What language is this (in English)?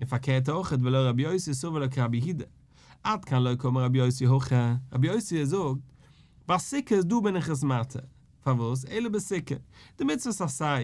Yiddish